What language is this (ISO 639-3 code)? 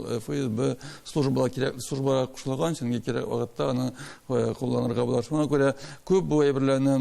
tat